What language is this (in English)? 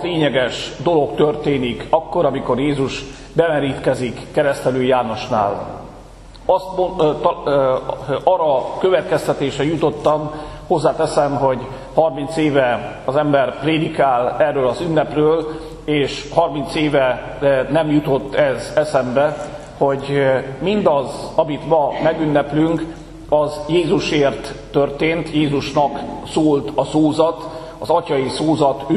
Hungarian